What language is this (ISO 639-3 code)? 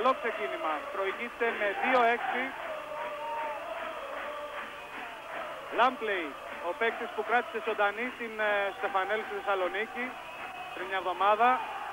ell